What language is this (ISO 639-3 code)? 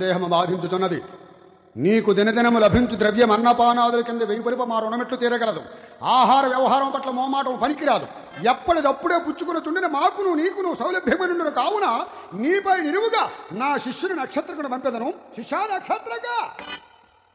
tel